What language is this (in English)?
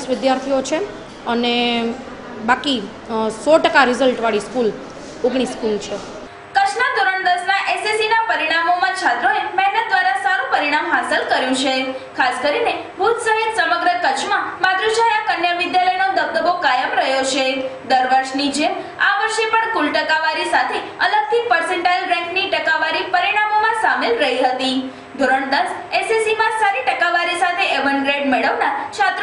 Gujarati